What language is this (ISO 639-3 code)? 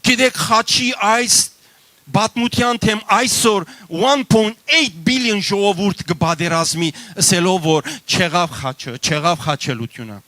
hyw